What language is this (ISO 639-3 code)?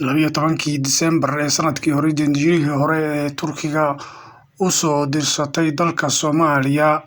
som